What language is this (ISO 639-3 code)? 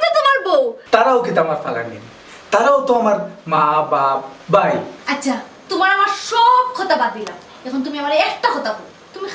syl